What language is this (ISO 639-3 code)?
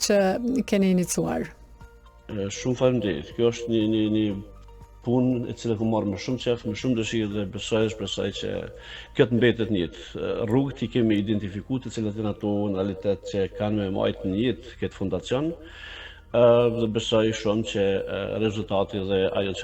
sqi